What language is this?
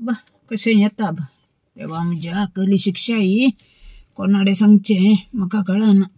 Konkani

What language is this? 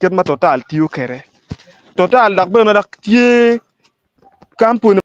Acoli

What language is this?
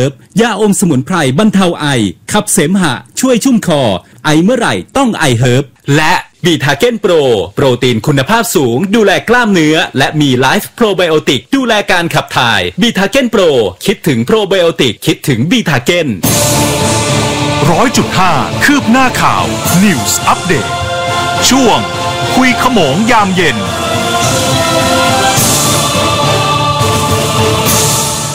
Thai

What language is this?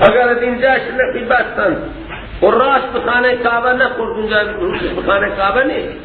Persian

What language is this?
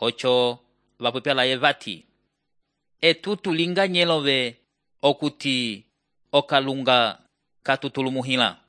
Umbundu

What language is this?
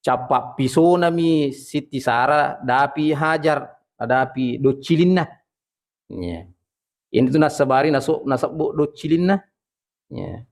Buginese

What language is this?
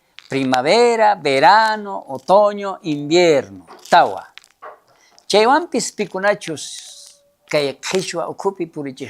South Bolivian Quechua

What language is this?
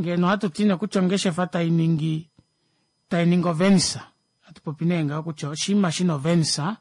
Kuanyama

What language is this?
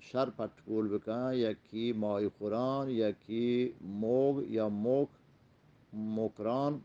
Eastern Balochi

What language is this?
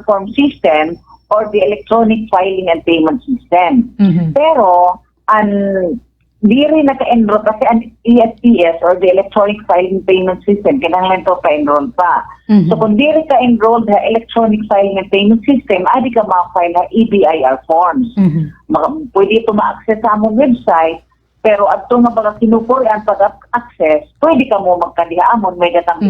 Waray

